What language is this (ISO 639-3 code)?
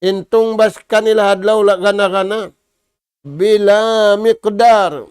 tsg